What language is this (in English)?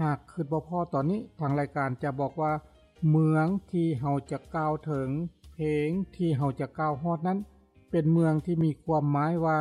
Lao